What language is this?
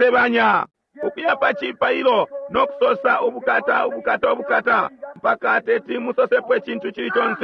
Bemba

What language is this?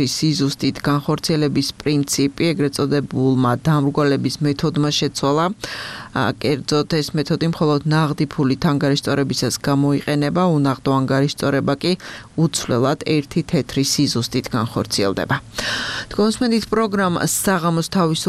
Georgian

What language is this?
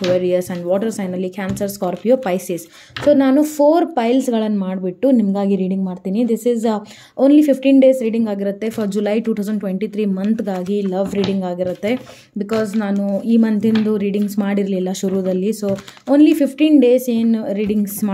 Kannada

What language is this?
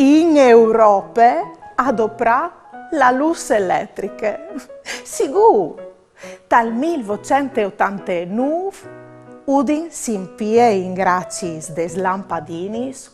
Friulian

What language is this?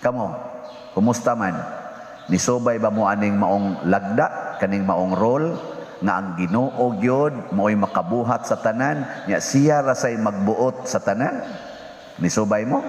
Cebuano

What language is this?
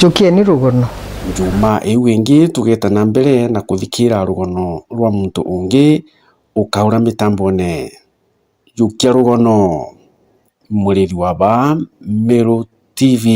Meru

